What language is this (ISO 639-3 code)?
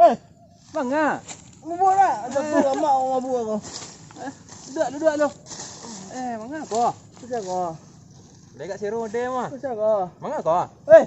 min